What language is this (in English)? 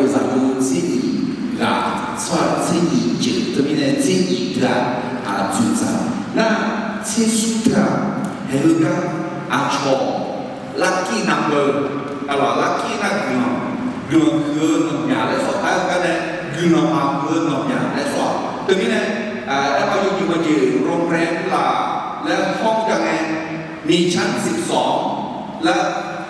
Akha